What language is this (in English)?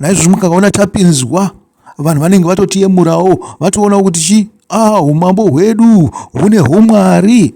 Shona